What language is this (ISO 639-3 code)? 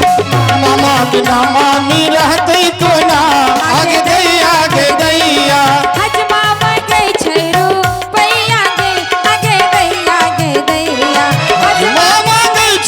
mai